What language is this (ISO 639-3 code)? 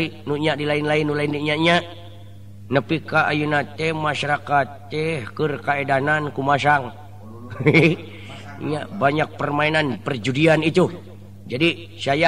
sun